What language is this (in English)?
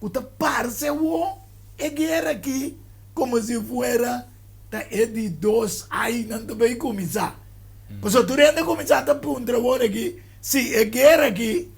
Papiamento